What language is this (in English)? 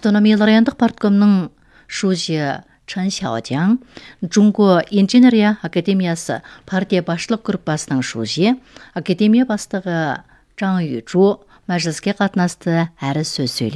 Kazakh